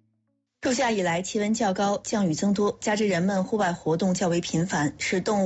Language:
Chinese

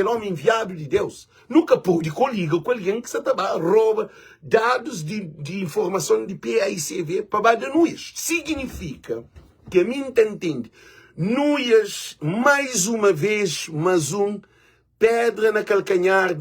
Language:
Kabuverdianu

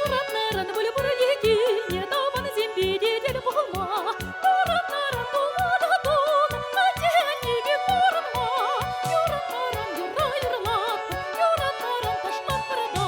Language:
Chuvash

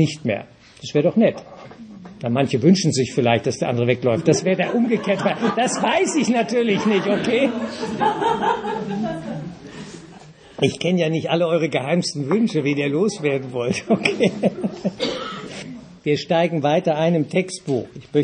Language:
German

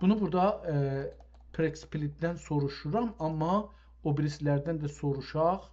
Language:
South Azerbaijani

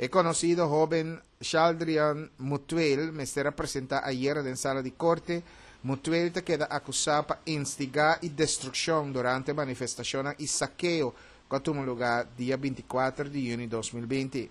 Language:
Papiamento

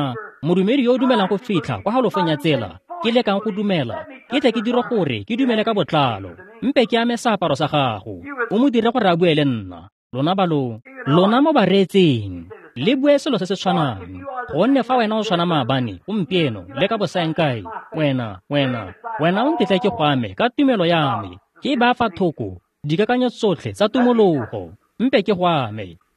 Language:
Tswana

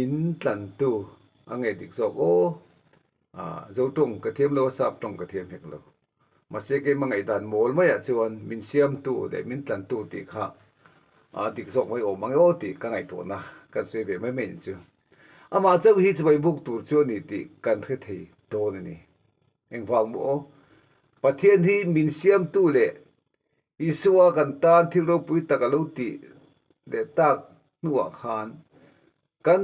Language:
Mizo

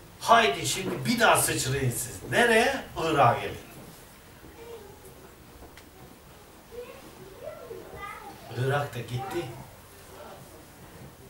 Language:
Turkish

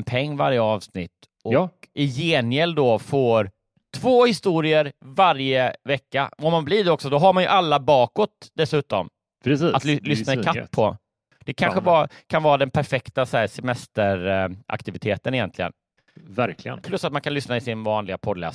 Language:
Swedish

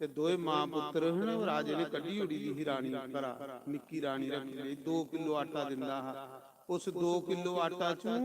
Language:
Dogri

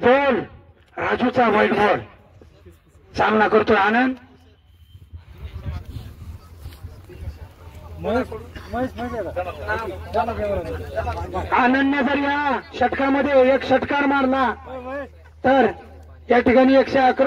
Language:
Marathi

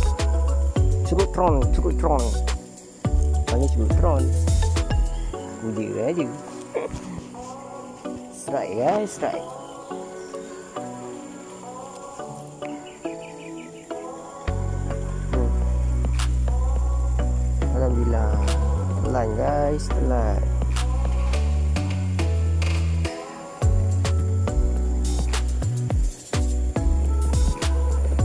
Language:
Malay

